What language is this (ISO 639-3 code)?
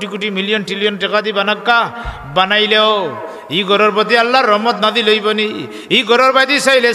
syl